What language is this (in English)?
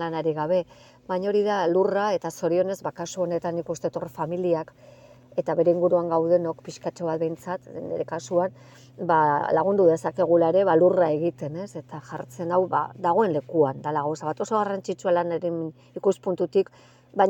Basque